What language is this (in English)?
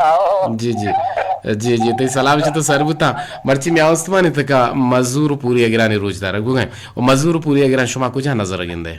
Eastern Balochi